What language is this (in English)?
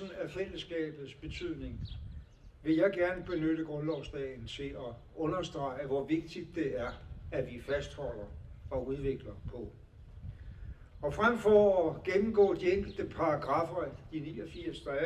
Danish